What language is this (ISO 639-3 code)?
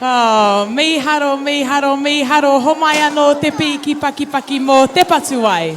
mri